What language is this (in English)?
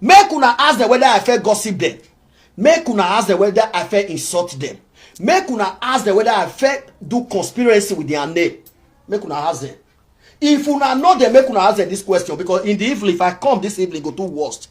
Nigerian Pidgin